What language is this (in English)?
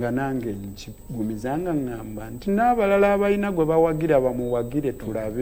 Ganda